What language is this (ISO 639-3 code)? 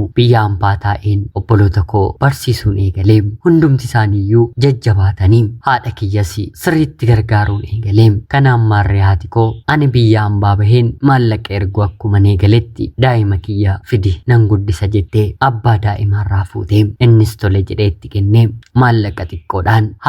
orm